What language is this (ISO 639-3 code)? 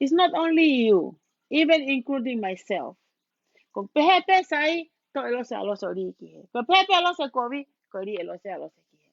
ton